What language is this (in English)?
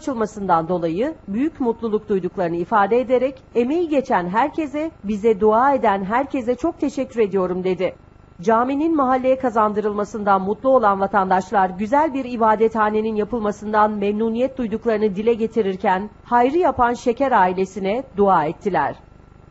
Turkish